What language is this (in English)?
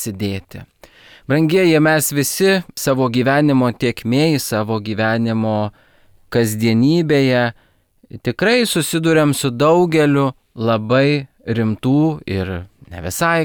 Lithuanian